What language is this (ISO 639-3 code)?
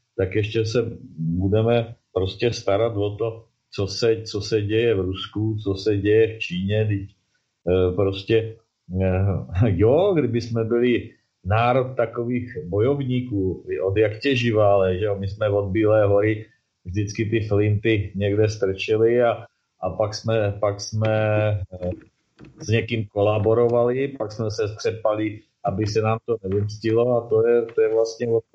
ces